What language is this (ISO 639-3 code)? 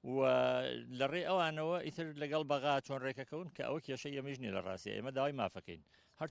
ckb